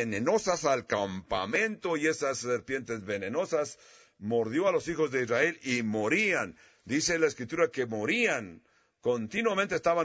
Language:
Spanish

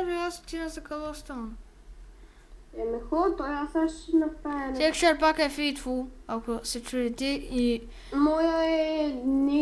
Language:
Bulgarian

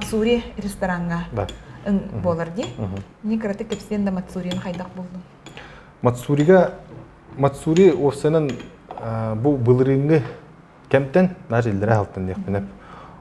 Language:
Yakut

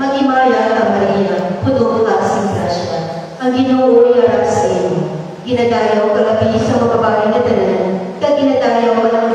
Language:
Hiligaynon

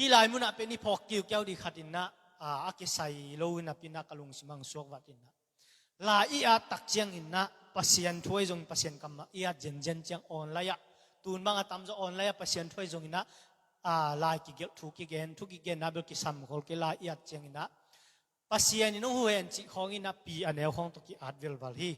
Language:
Tedim Chin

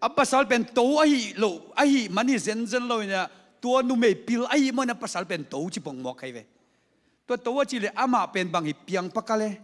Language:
Tedim Chin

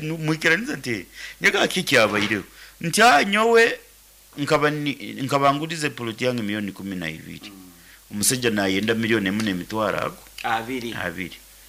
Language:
Nyankole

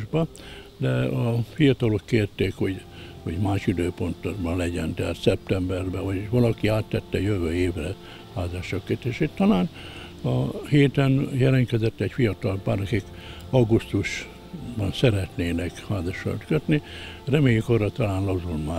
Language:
Hungarian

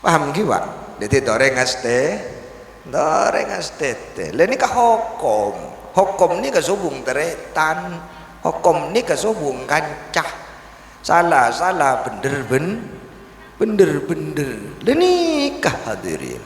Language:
Madurese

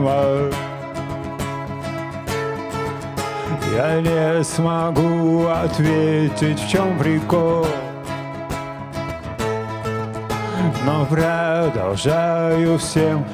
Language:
Russian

